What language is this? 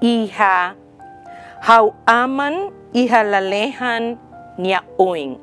Tetum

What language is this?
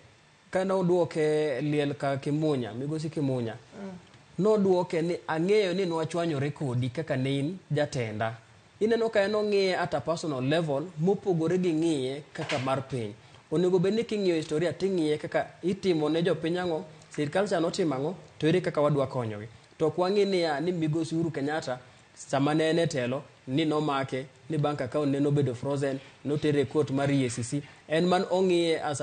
Luo (Kenya and Tanzania)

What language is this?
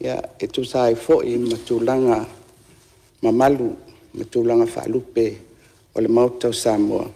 Samoan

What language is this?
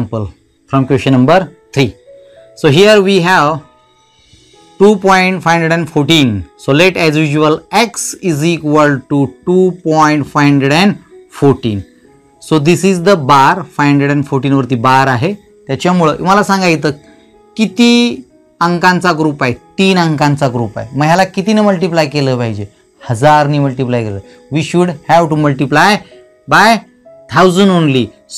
Marathi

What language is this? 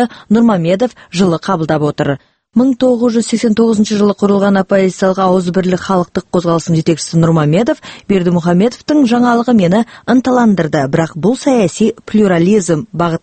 Kazakh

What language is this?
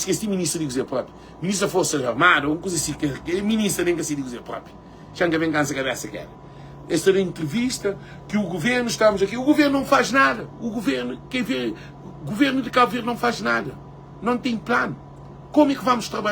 Kabuverdianu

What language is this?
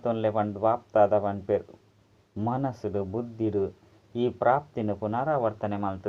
Tulu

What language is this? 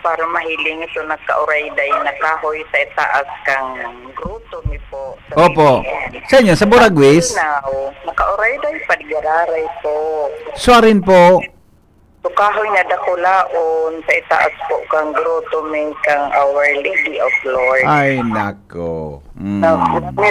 Bikol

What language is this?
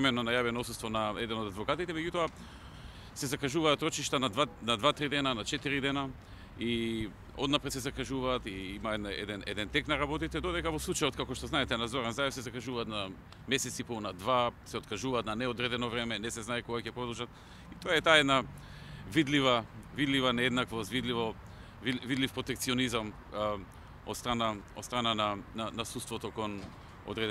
Macedonian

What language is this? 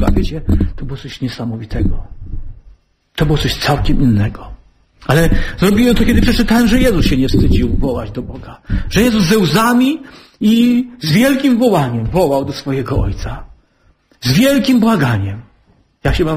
Polish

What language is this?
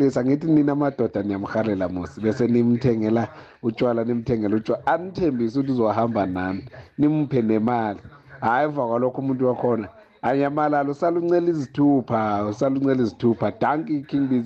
South Ndebele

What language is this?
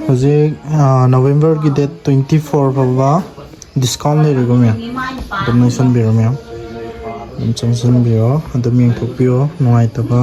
Manipuri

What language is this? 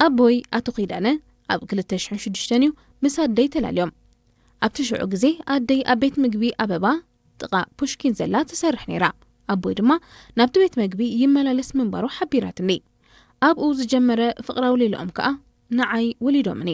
Tigrinya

